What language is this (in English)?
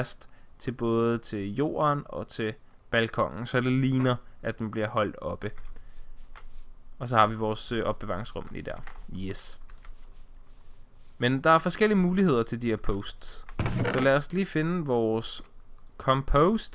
Danish